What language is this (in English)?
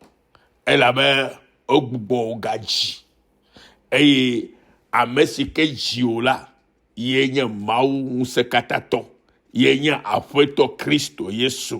Ewe